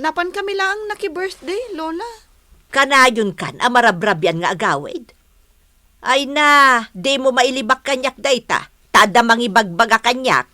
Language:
Iloko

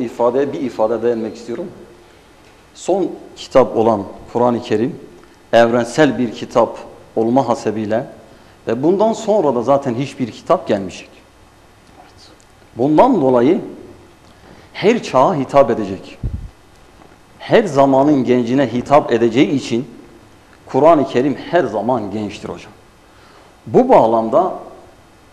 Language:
Turkish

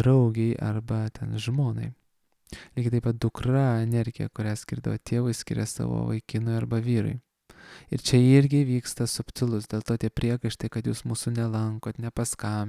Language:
Lithuanian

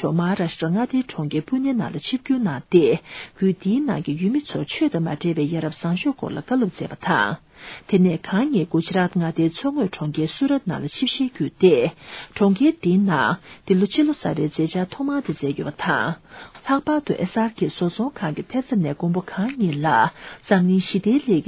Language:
Tibetan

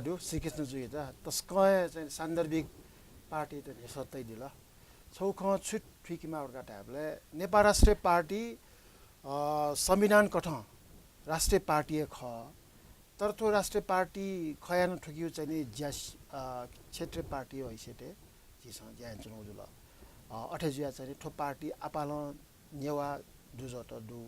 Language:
Newari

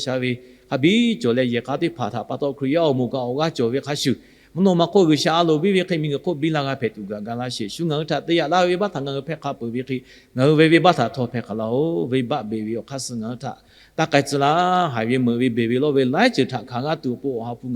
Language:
Lahu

